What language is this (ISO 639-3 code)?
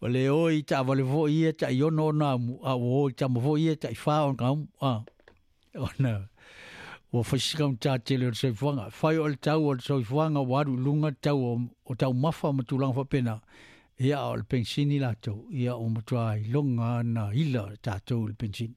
smo